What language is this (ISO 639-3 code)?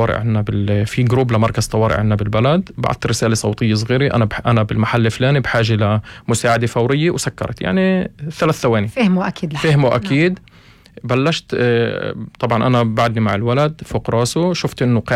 apc